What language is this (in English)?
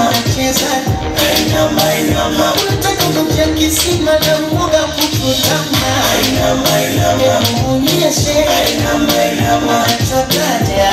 Swahili